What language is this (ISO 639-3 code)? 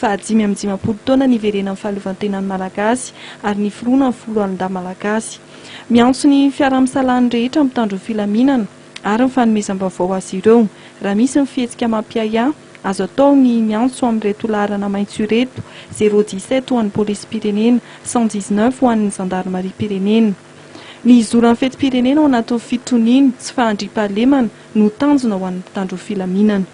mlg